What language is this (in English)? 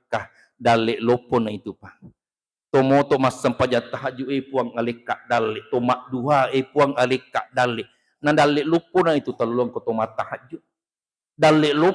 Buginese